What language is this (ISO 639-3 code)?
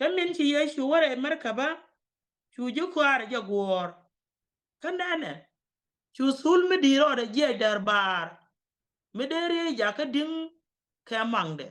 nus